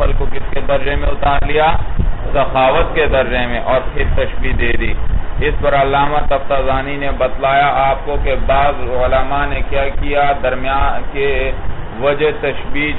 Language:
Urdu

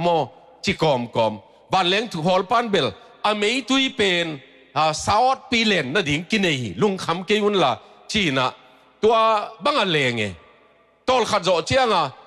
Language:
Tedim Chin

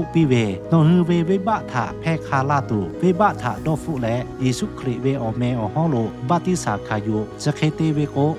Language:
Lahu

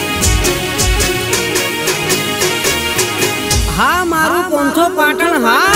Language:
Gujarati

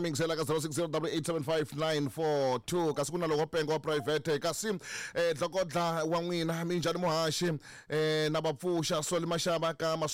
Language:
Tsonga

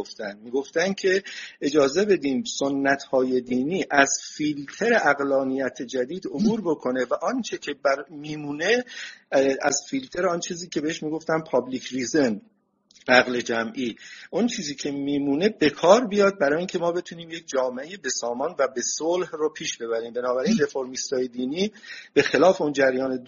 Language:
Persian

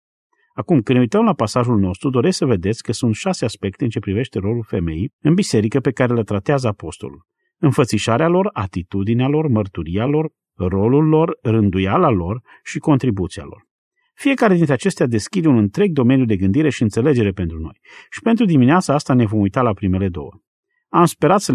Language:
Romanian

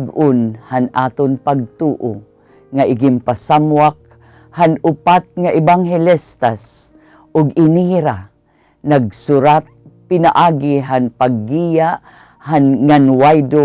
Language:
Waray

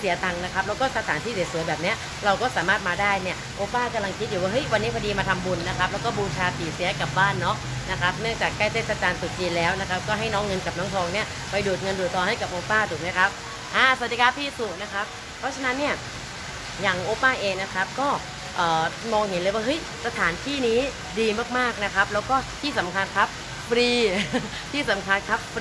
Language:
Thai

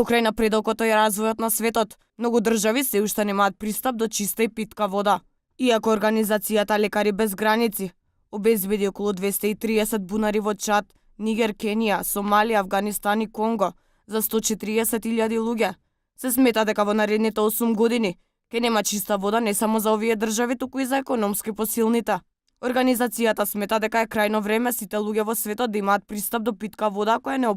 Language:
Macedonian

